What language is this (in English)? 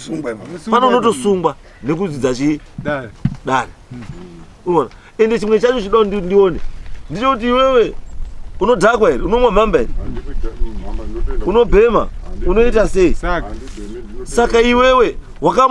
Shona